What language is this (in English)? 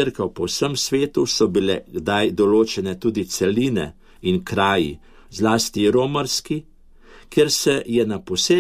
Slovenian